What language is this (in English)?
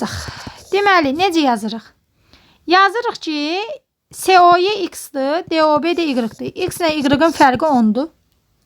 Azerbaijani